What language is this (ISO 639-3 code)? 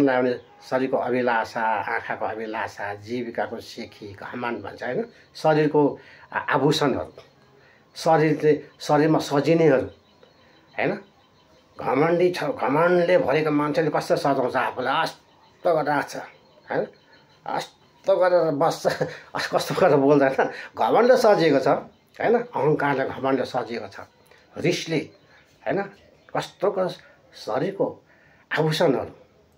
nep